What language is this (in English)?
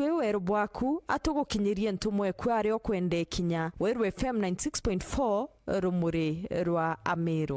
Meru